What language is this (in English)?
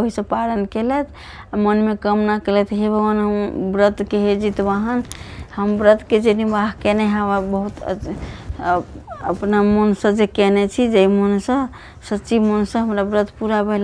Maithili